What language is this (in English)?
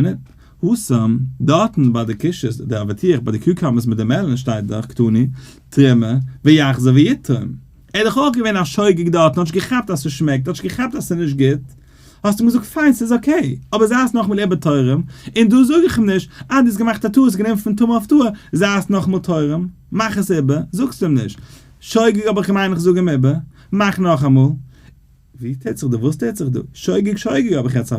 Yiddish